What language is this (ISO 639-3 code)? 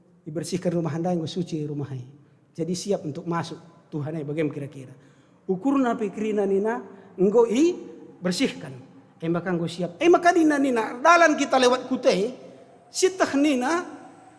btx